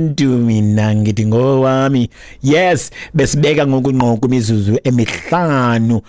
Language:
Xhosa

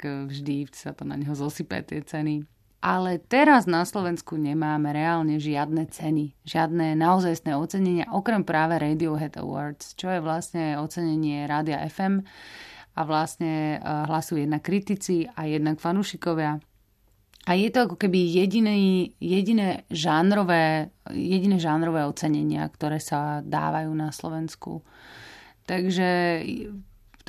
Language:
Slovak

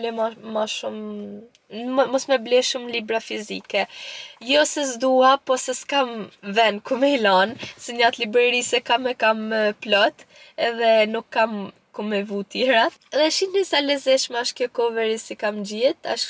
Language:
Albanian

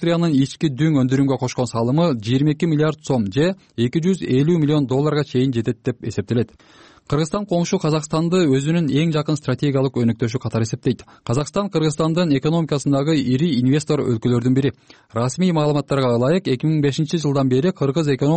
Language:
Kyrgyz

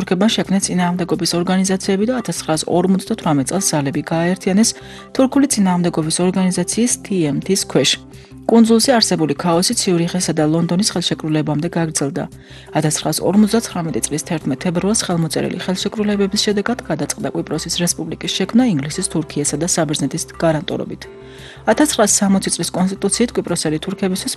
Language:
Georgian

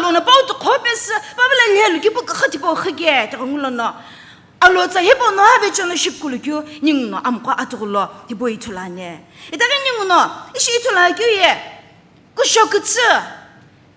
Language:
Sumi Naga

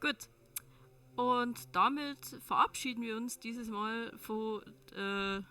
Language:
Bavarian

